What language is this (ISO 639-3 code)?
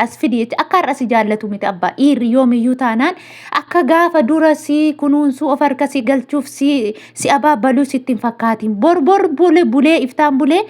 orm